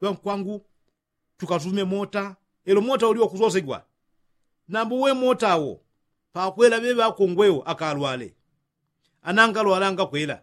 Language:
Yao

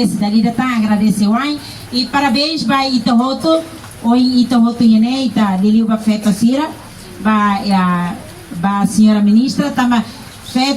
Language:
Tetum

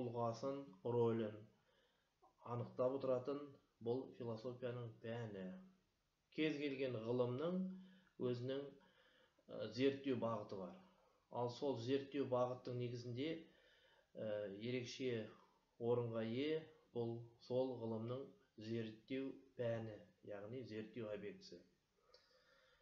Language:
Kazakh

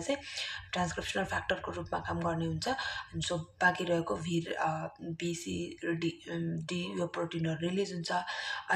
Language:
Nepali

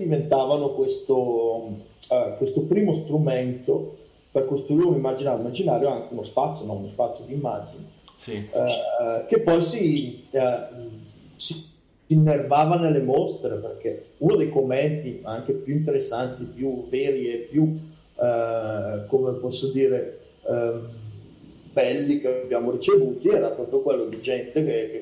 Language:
Italian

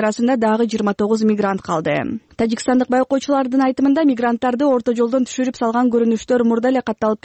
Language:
Kyrgyz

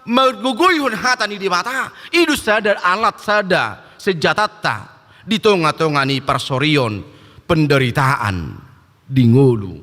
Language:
Batak Toba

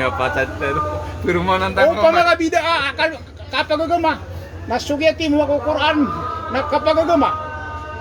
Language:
Maranao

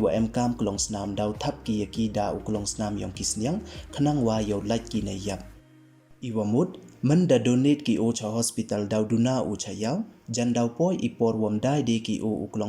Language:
Pnar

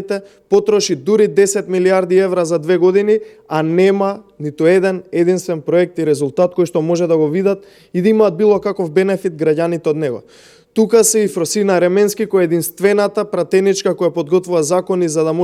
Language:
Macedonian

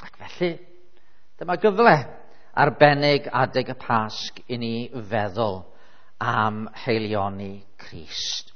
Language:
Welsh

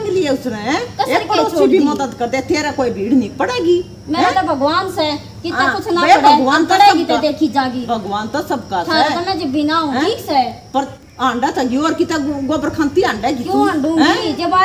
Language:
Haryanvi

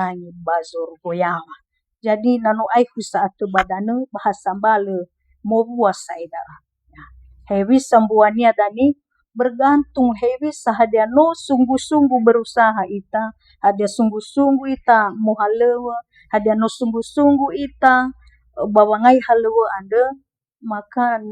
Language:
Nias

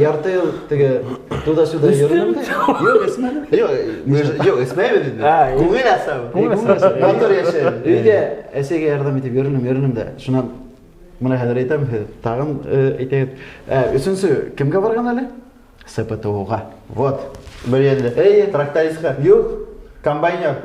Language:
Bashkir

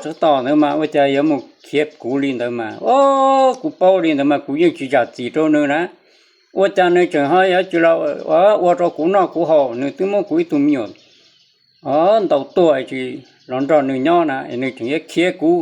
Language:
Hmong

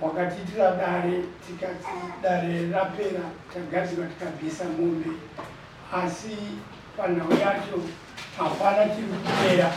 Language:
Shona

